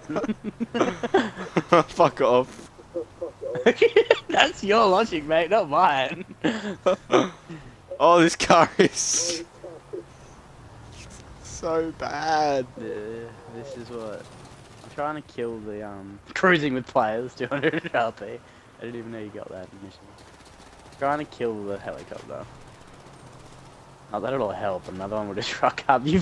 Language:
English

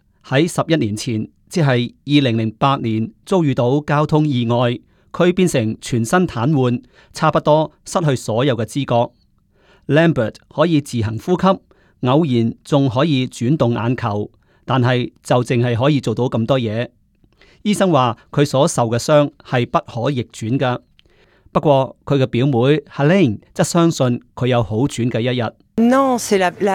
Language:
Cantonese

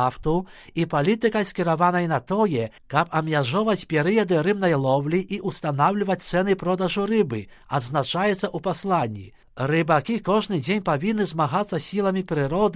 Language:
Belarusian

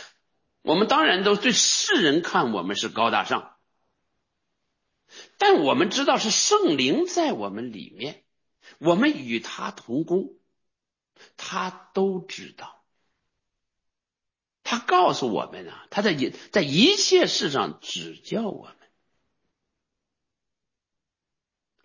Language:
Chinese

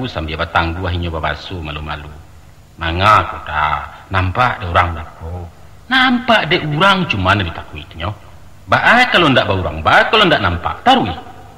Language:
Minangkabau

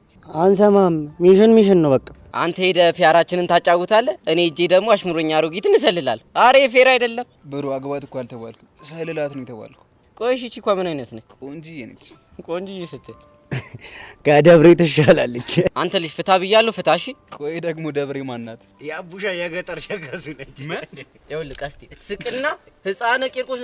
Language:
Amharic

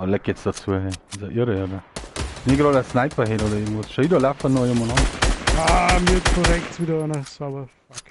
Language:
Bavarian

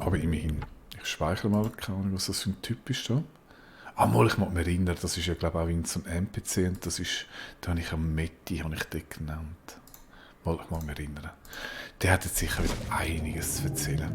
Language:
Swiss German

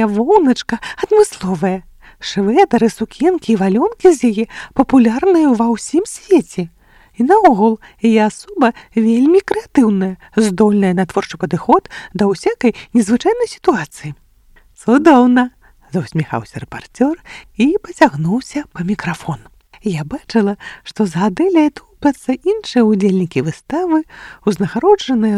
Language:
Belarusian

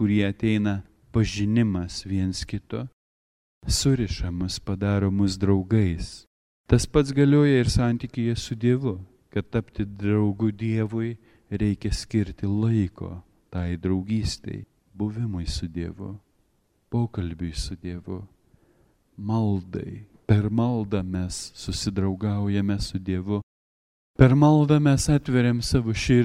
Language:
Lithuanian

